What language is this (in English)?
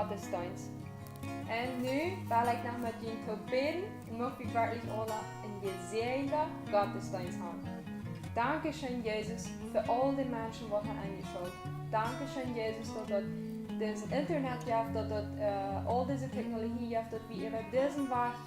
Plautdietsch